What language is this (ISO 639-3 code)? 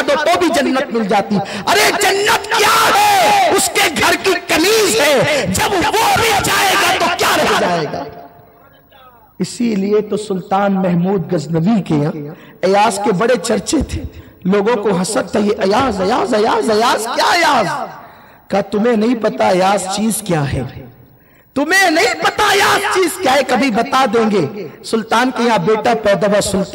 urd